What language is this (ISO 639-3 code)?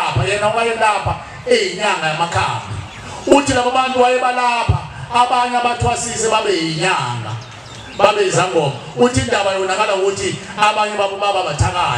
zul